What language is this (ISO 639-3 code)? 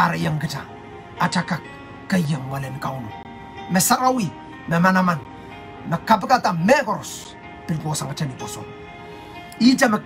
pon